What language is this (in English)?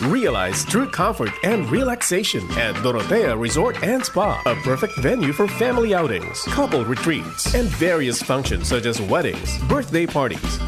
Bikol